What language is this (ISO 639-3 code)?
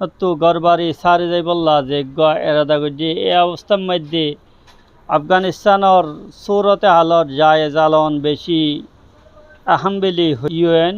rhg